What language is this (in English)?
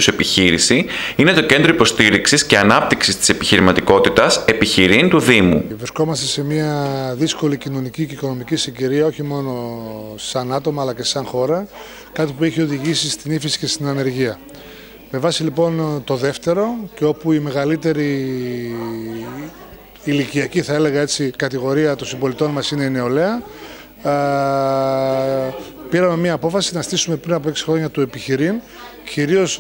Greek